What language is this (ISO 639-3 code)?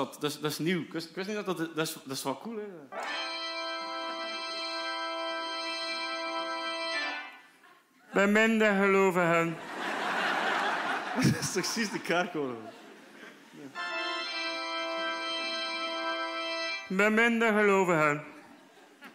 nld